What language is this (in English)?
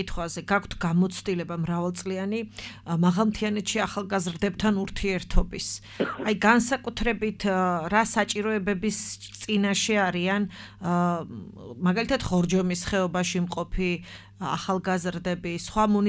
Georgian